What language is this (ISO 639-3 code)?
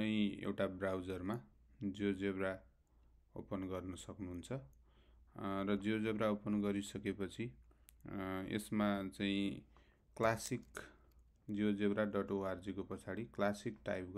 nep